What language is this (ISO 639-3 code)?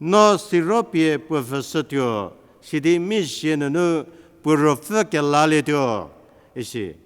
njm